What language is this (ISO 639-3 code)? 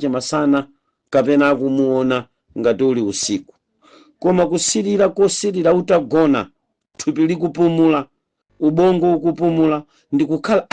nya